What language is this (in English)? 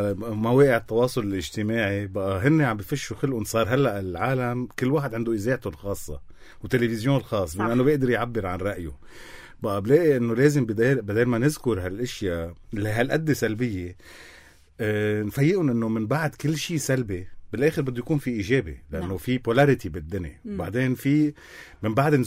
North Levantine Arabic